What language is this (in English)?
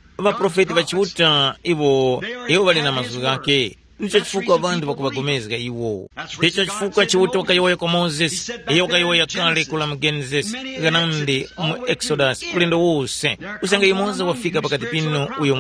Tumbuka